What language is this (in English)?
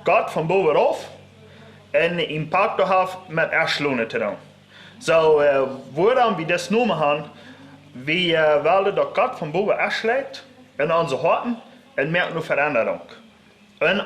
Plautdietsch